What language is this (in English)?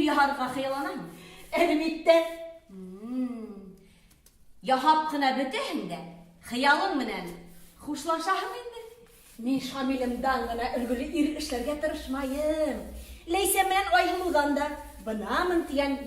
Bashkir